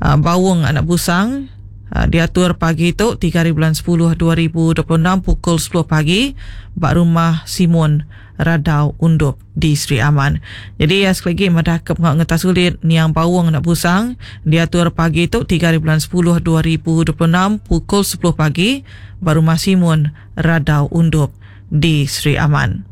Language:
Iban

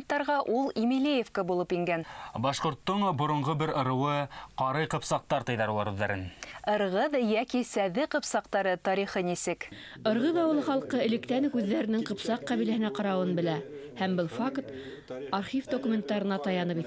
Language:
Bashkir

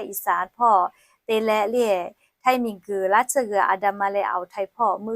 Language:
Lahu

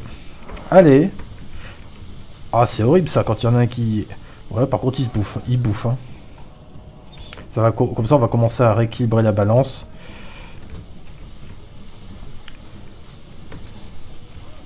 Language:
French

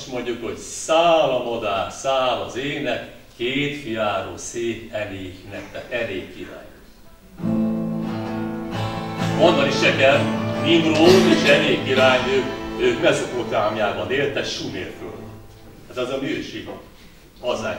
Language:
Hungarian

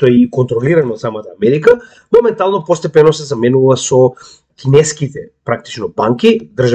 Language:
Macedonian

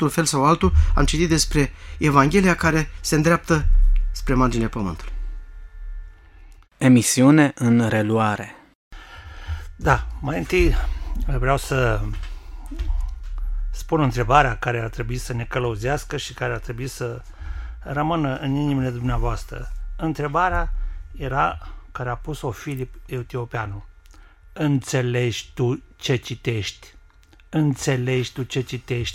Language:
Romanian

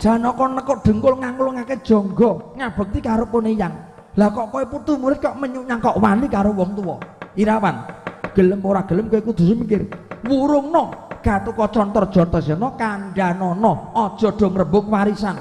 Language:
Javanese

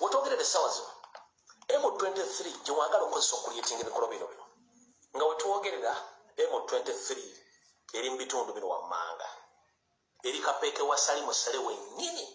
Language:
Ganda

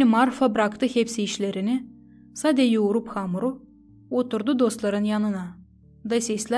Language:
Gagauz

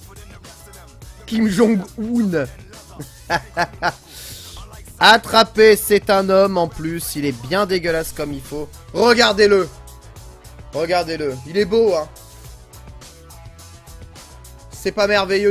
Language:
French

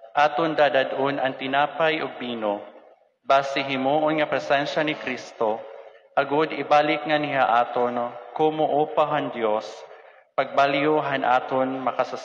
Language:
Waray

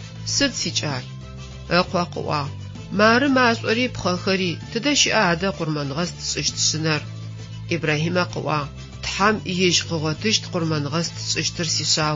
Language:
Adyghe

